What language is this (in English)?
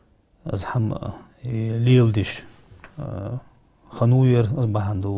Ingush